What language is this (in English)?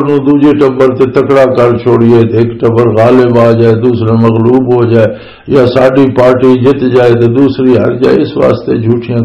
Western Panjabi